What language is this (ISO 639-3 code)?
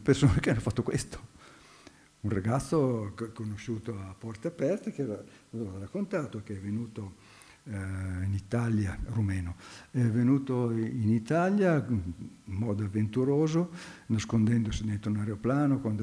ita